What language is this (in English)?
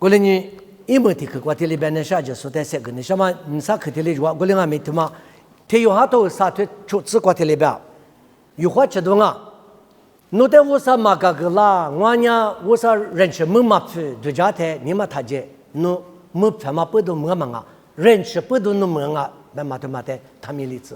Lisu